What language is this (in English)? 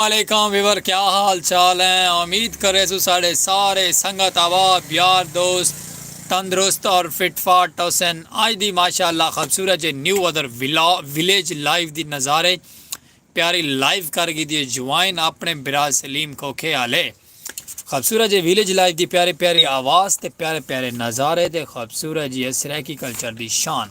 Saraiki